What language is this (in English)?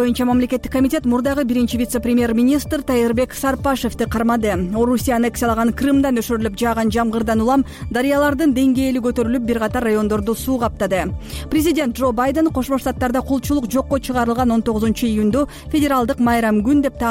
Kyrgyz